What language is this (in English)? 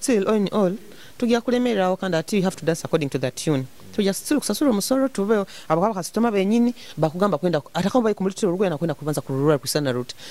Nyoro